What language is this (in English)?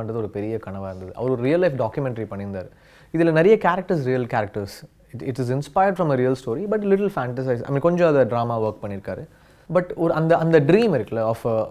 Tamil